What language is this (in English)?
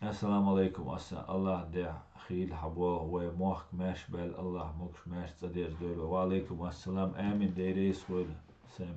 Chechen